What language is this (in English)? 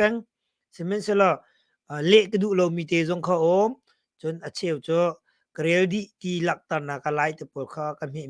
Hakha Chin